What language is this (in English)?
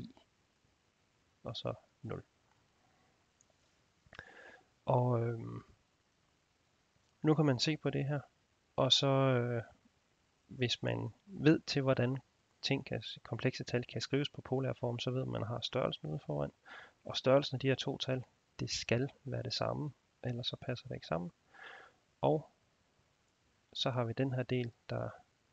Danish